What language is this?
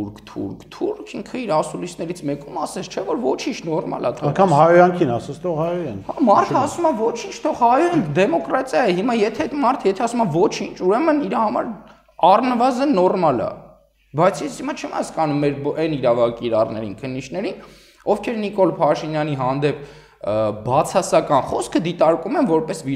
Armenian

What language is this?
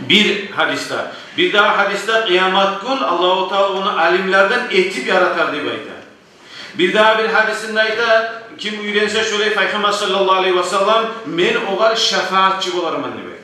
Kumyk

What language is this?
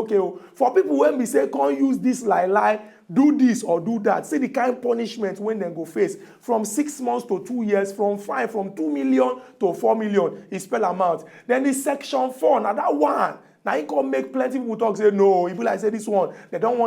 Nigerian Pidgin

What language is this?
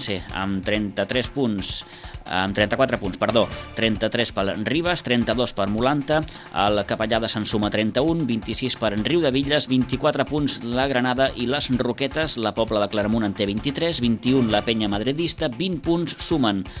Catalan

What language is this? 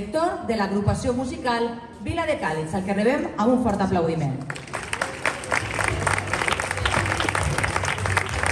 Catalan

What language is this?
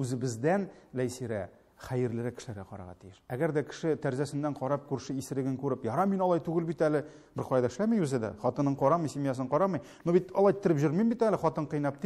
Tatar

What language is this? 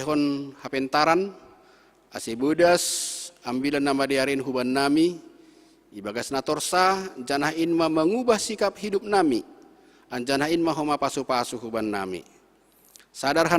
Batak Simalungun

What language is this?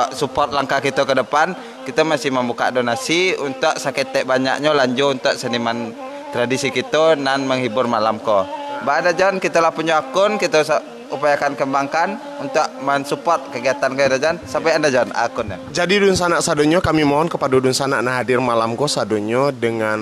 Minangkabau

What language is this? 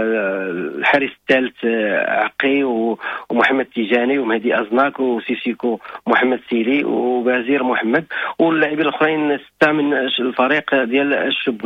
Moroccan Arabic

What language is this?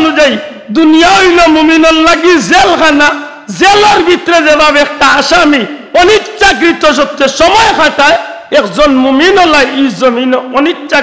Sylheti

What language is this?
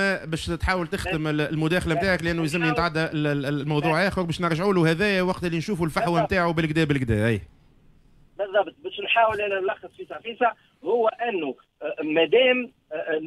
Tunisian Arabic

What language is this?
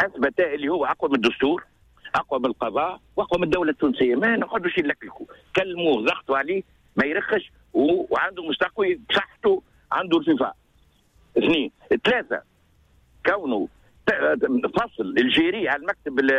Tunisian Arabic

